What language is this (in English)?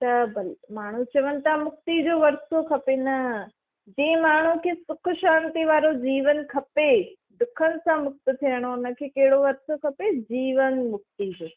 Sindhi